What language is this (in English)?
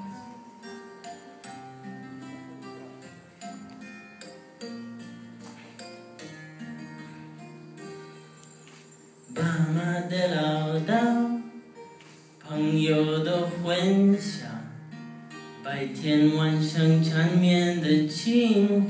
Chinese